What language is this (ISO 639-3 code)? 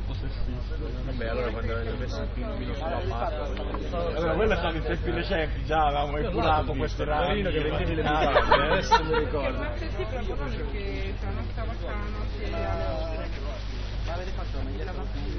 ita